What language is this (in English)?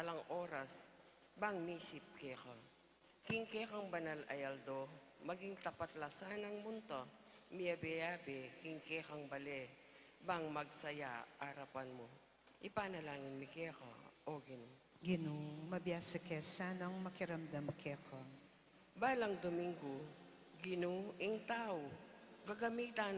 Pampanga